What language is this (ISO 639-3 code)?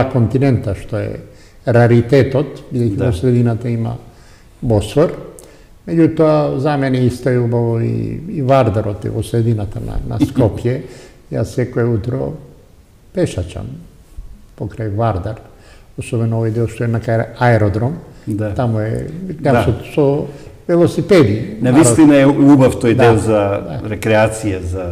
mkd